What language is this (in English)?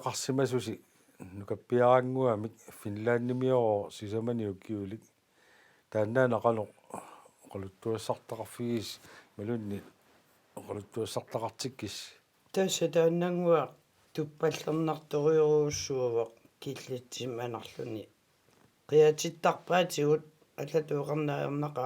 Kalaallisut